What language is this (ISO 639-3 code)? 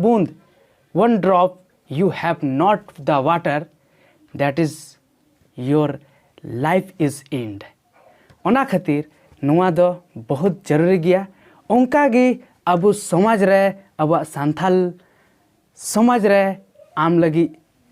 sat